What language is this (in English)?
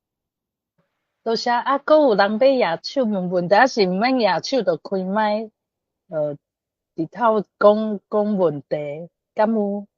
Min Nan Chinese